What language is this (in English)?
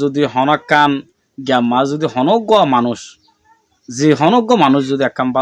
Rohingya